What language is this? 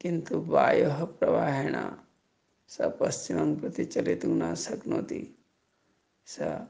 Sanskrit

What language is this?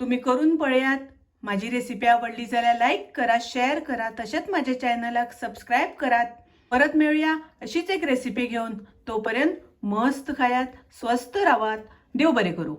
Konkani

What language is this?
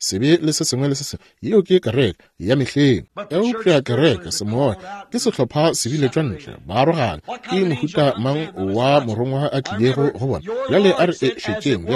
Northern Sotho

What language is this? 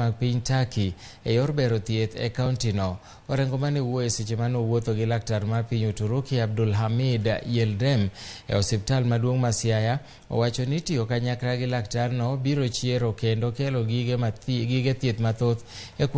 Luo (Kenya and Tanzania)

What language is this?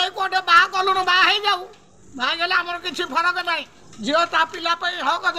Odia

